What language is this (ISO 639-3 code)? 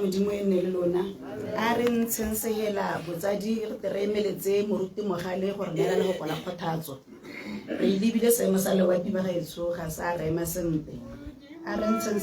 tsn